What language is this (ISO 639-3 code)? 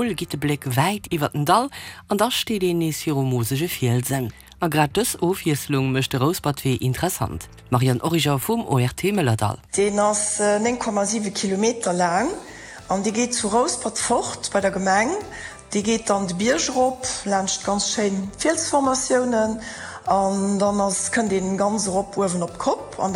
ltz